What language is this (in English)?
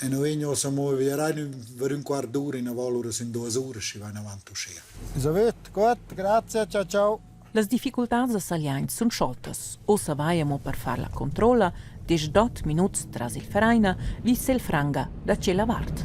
Romansh